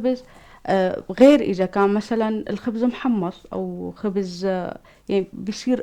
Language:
North Levantine Arabic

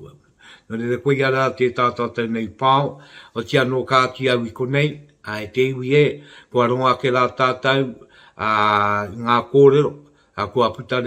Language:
Māori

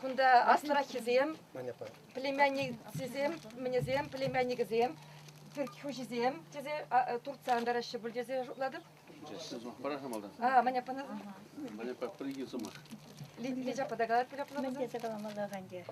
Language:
Chuvash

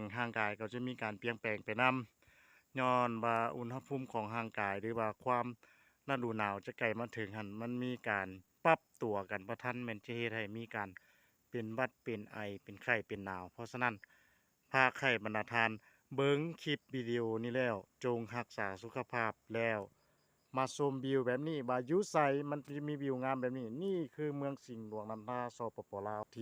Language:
Lao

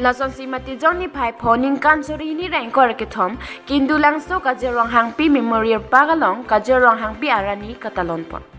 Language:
Karbi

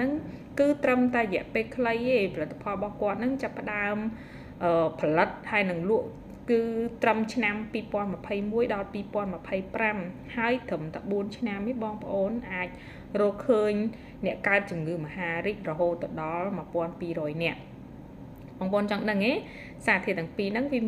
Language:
Khmer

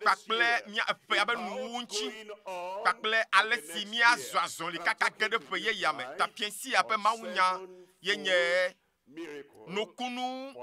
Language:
Ewe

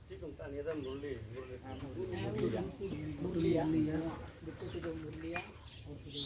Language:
Santali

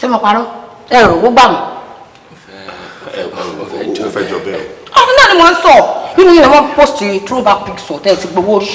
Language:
Yoruba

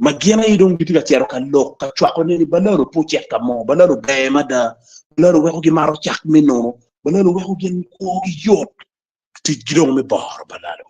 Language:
Acoli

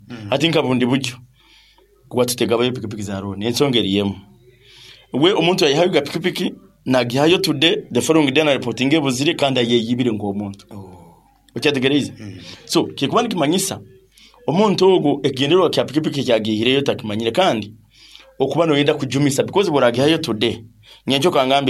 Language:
Nyankole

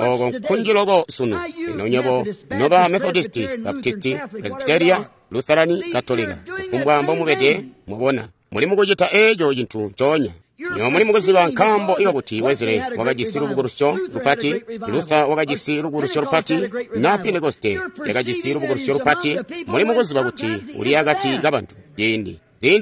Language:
Tonga (Zambia)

